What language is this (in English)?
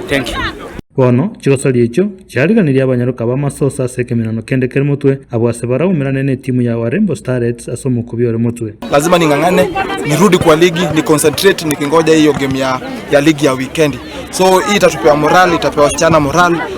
Gusii